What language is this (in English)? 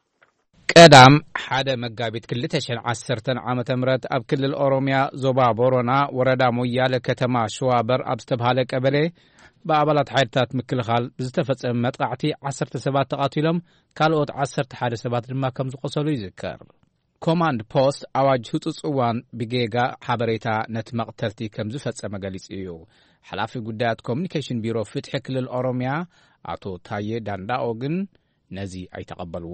Tigrinya